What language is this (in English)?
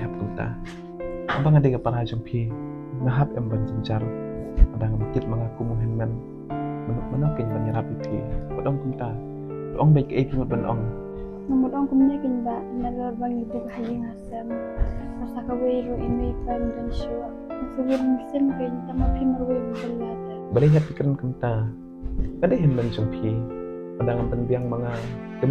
Khasi